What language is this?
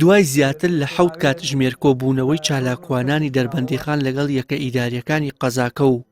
Central Kurdish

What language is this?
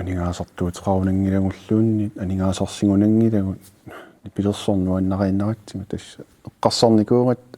Kalaallisut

